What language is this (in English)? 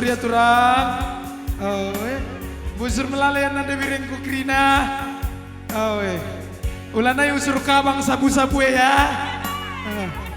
Batak Karo